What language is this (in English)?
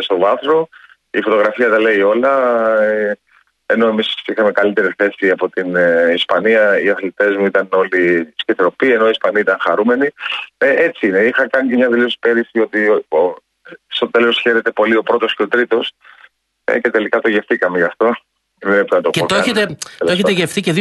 Greek